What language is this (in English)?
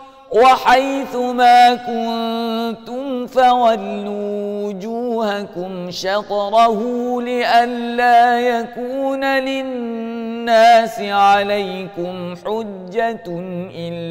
Malay